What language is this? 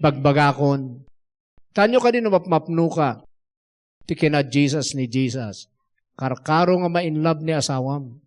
Iloko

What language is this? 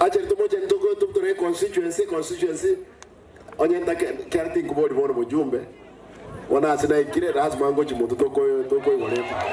Gusii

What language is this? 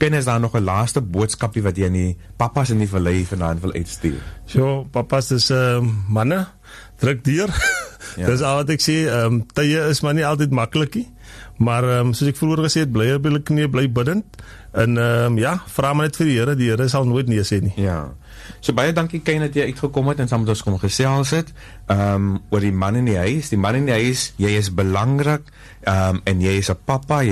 Afrikaans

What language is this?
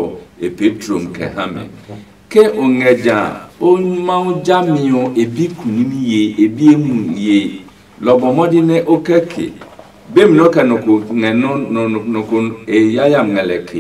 Adangme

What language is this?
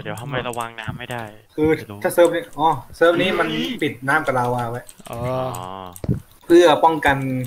Thai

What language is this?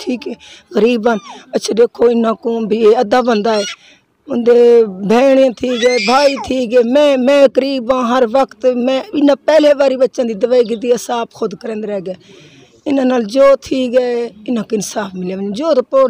Saraiki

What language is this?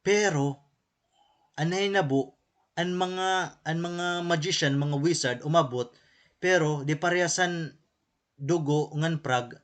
Waray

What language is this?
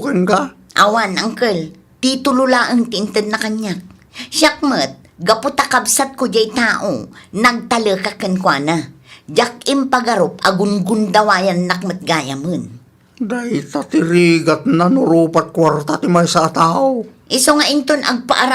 Iloko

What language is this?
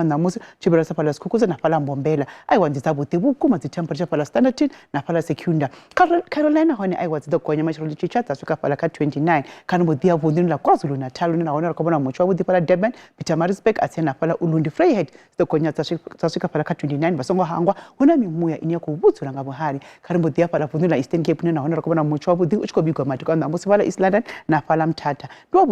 Venda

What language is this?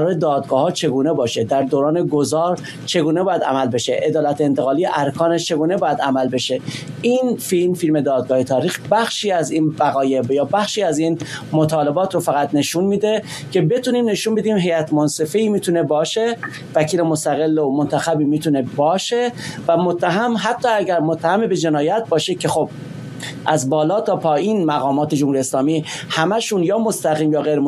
Persian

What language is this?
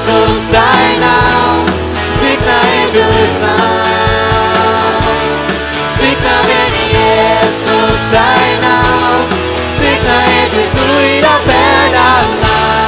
Faroese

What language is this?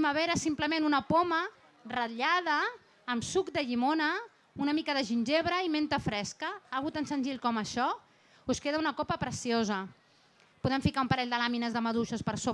Catalan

